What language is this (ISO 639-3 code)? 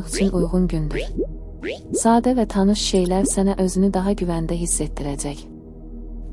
aze